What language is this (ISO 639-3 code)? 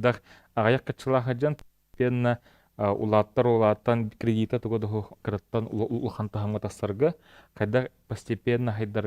sah